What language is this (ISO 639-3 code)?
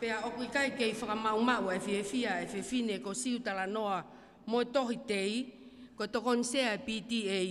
ton